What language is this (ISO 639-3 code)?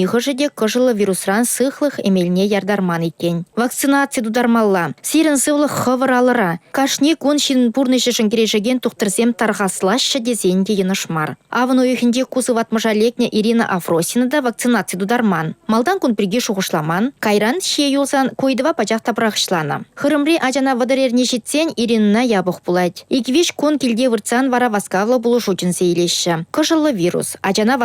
chv